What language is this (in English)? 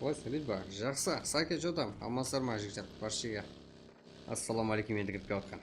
Kara-Kalpak